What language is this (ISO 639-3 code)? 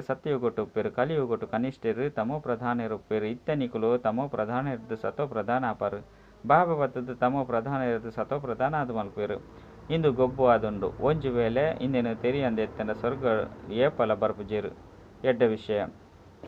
tcy